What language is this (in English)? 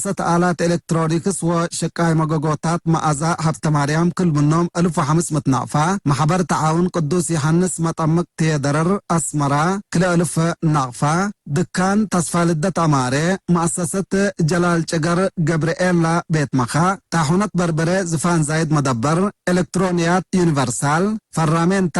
Tigre